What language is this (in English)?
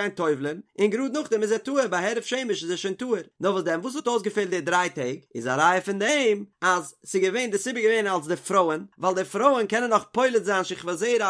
Yiddish